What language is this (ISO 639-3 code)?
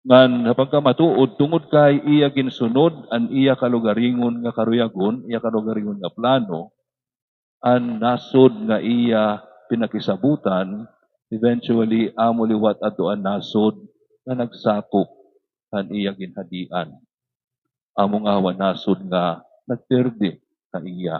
war